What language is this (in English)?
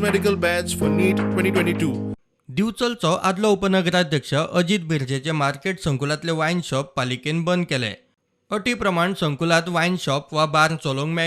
Konkani